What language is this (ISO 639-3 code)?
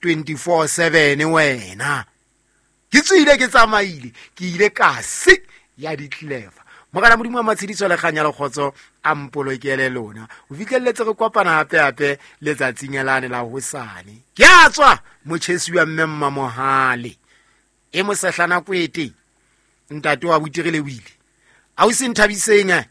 sot